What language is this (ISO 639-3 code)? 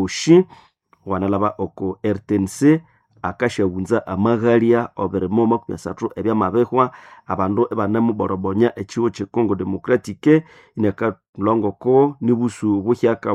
nnb